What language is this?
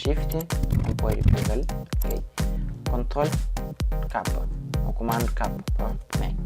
Kabuverdianu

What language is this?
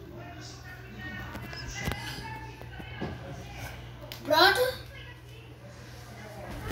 Portuguese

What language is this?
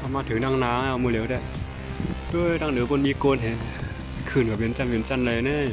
Shan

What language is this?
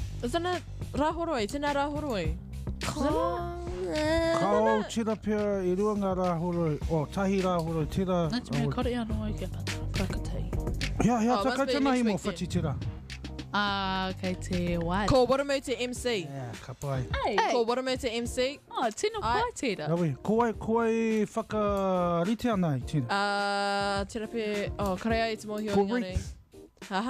Māori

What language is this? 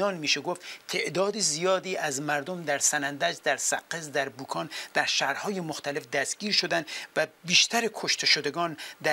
Persian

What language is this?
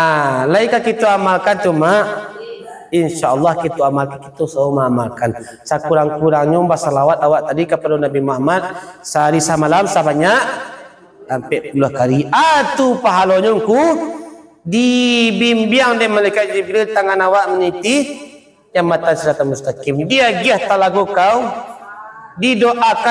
Minangkabau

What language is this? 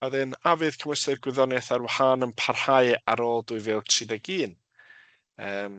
Welsh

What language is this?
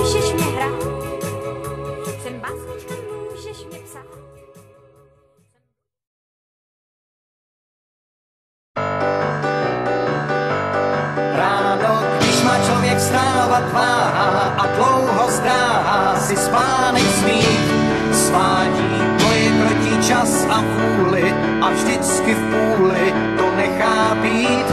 Czech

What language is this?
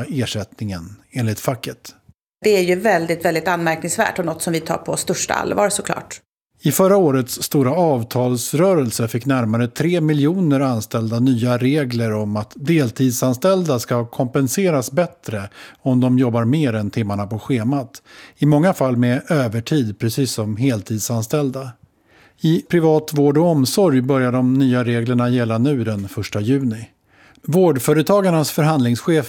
Swedish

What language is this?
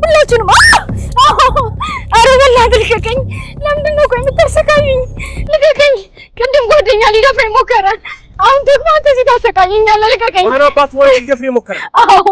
Amharic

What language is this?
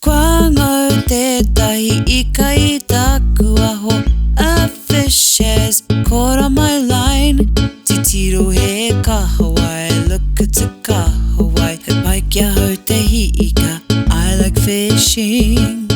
Māori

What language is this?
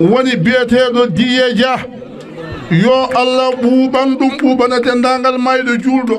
Fula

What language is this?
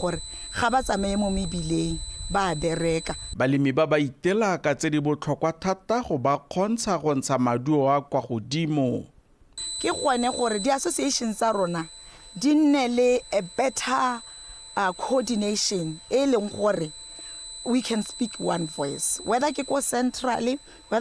Tswana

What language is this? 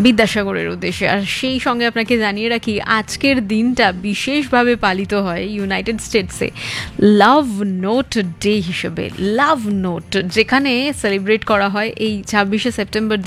Bangla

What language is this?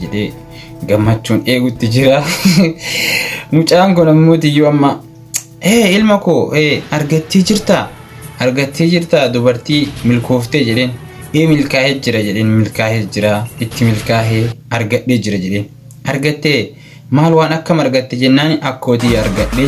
Oromo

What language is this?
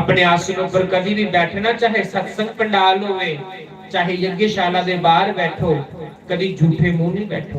Dogri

